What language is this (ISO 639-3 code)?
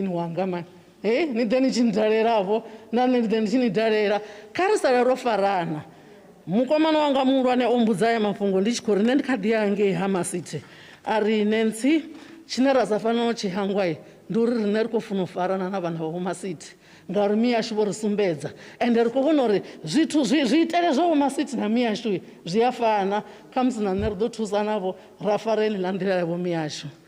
ven